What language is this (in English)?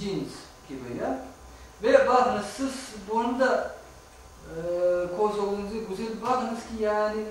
Crimean Tatar